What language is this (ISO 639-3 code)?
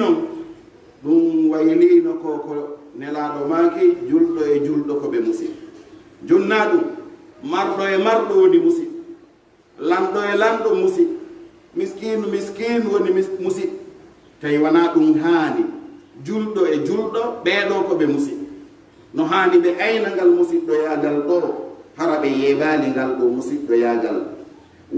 fuf